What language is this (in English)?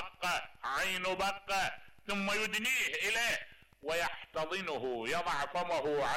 Mesopotamian Arabic